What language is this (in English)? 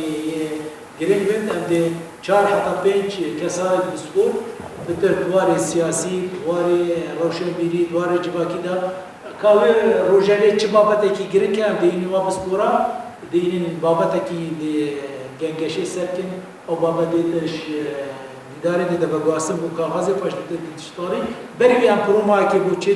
Kurdish